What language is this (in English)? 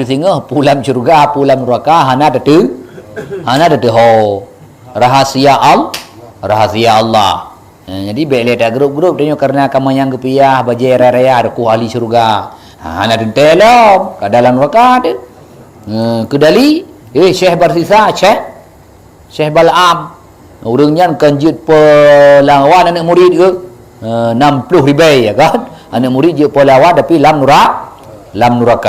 Achinese